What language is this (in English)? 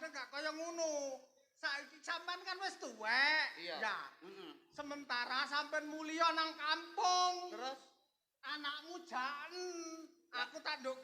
Javanese